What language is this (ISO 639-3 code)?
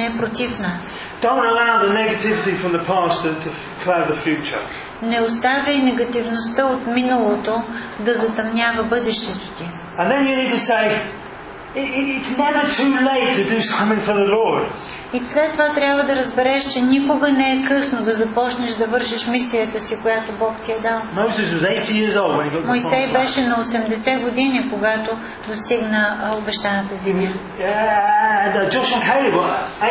bul